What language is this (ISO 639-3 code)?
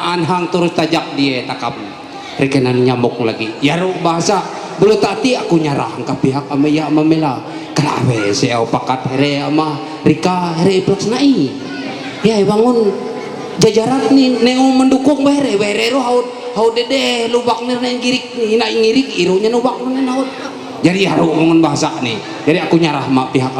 mhy